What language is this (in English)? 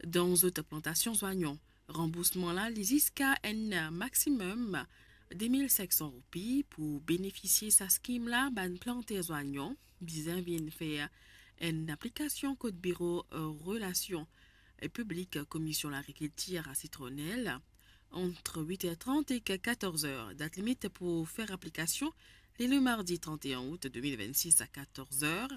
Morisyen